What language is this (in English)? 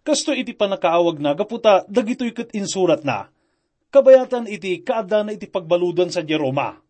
Iloko